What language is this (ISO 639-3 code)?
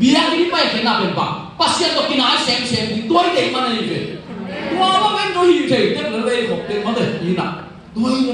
ctd